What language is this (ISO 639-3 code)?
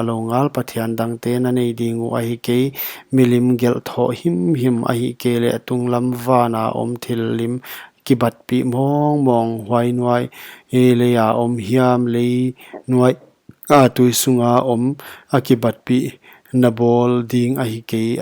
pck